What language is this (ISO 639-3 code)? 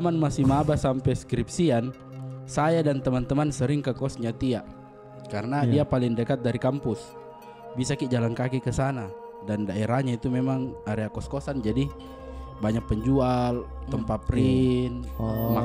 mfp